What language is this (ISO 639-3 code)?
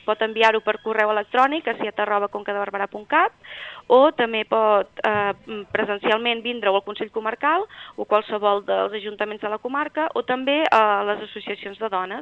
cat